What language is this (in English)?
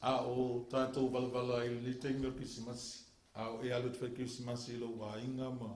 Samoan